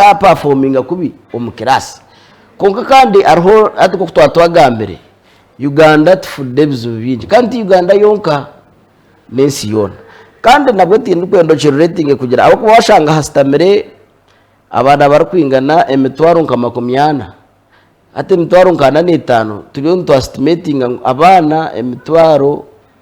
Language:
Nyankole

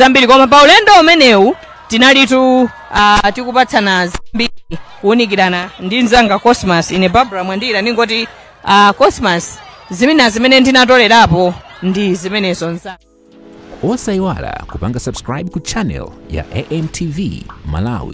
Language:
Nyanja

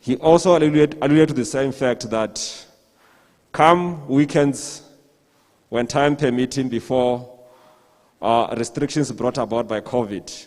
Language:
Tswana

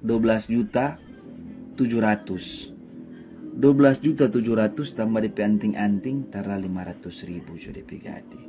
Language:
Manado Malay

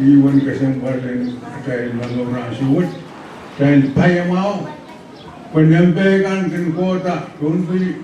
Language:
Pohnpeian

